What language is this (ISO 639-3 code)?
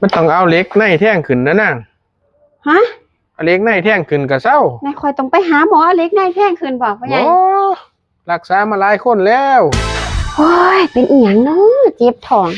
tts